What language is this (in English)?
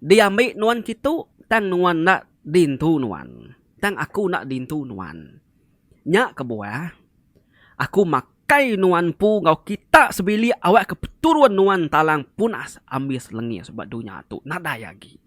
Iban